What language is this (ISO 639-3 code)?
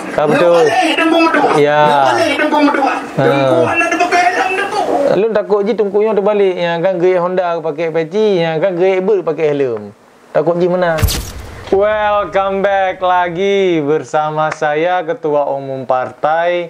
ace